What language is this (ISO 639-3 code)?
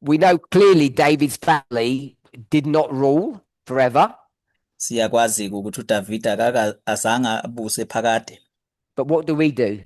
zul